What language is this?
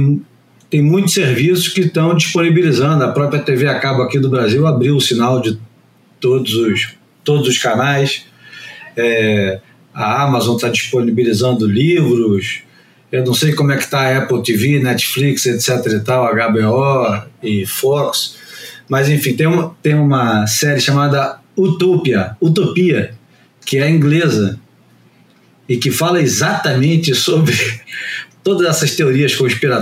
Portuguese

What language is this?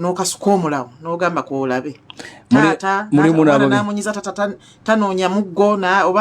Ganda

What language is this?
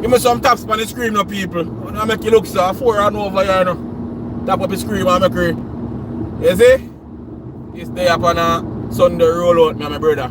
Jamaican Creole English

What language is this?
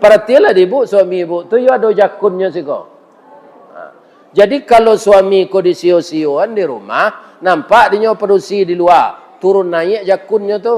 Minangkabau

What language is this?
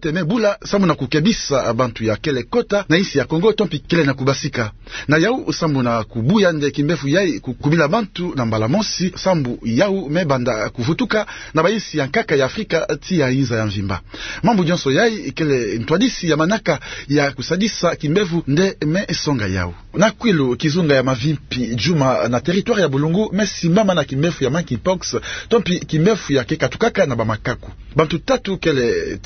Kituba (Democratic Republic of Congo)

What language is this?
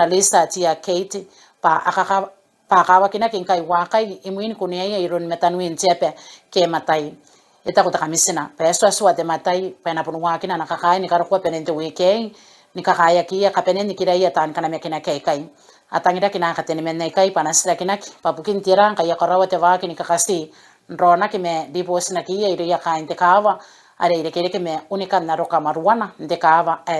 Gilbertese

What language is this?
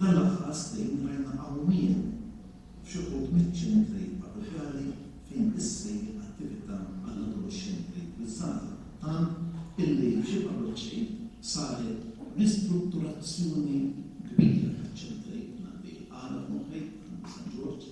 Maltese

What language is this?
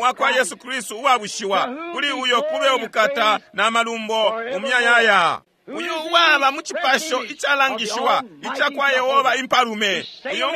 Bemba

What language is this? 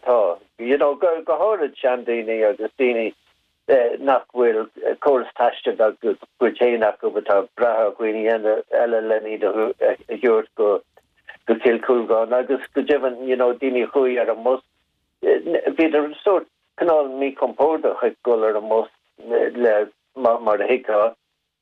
Irish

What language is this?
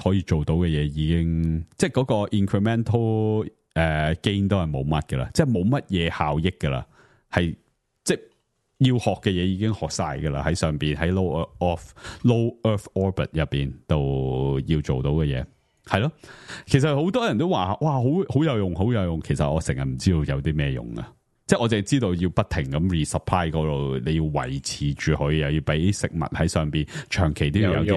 Cantonese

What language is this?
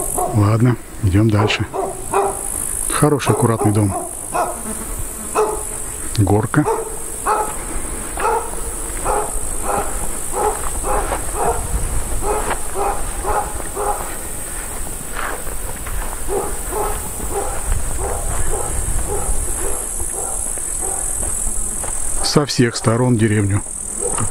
Russian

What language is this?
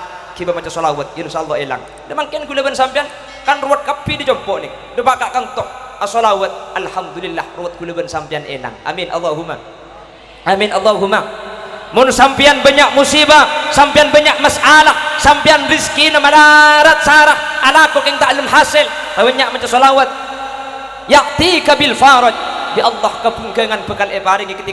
Madurese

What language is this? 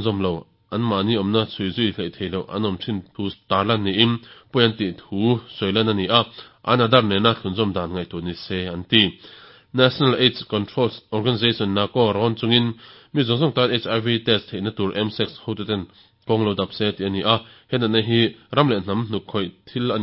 Mizo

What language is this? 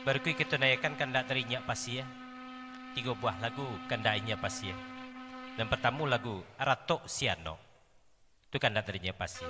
Minangkabau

